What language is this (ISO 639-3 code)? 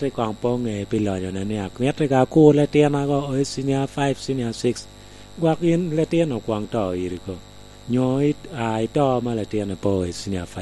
laj